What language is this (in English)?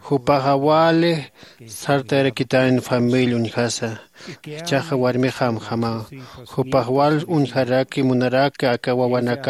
Aymara